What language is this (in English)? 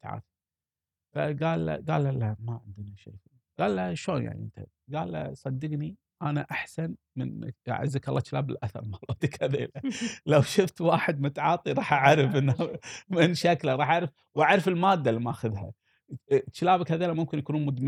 Gulf Arabic